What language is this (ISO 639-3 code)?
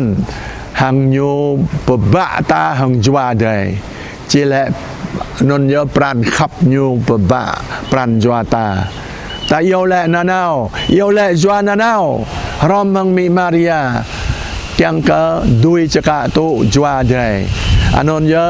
jra